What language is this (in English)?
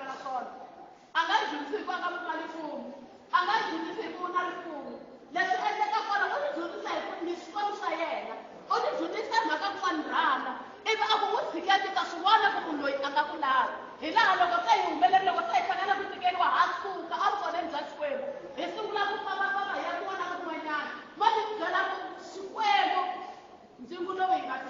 Tsonga